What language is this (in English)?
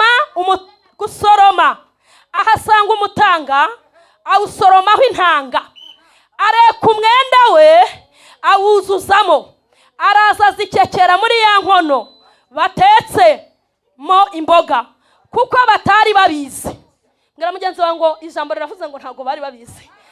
Kinyarwanda